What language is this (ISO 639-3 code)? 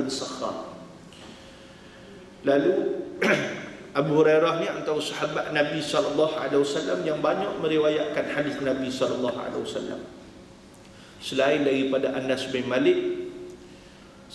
msa